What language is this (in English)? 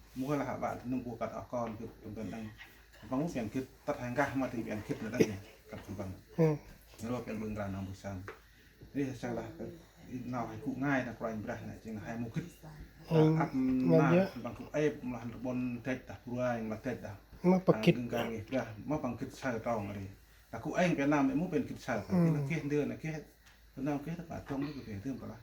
Central Mnong